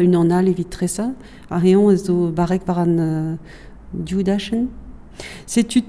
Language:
Breton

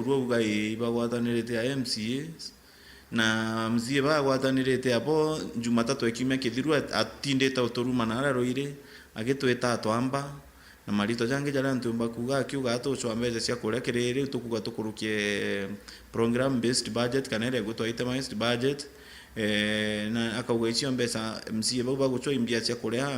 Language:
Meru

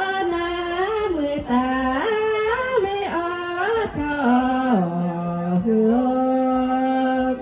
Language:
Lahu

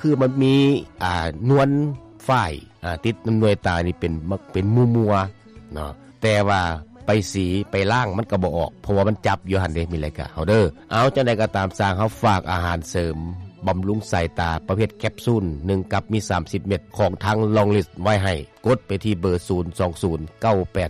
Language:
Lao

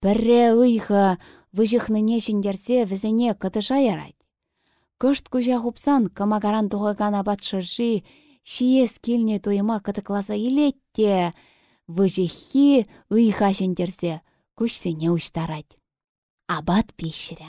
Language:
Chuvash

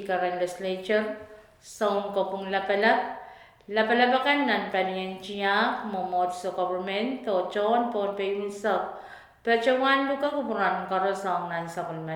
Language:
Pohnpeian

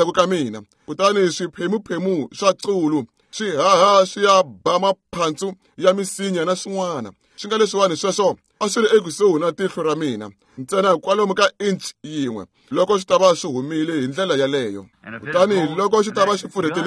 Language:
Tsonga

